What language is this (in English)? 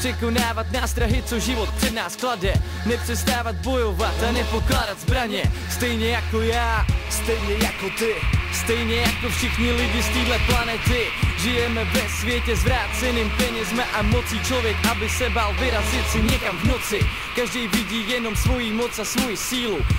Czech